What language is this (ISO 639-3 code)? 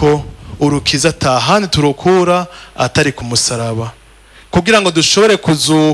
run